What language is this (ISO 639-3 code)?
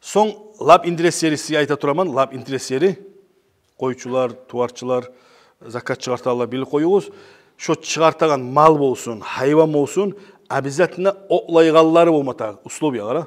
kum